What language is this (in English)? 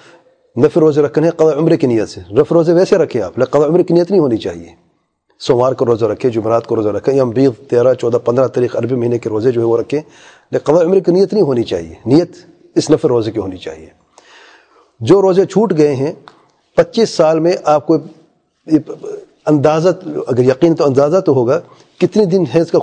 Urdu